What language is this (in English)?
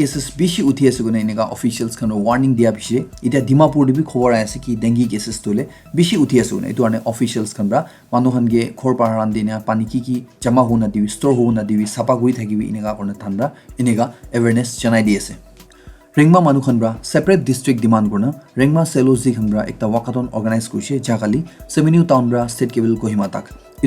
Naga Pidgin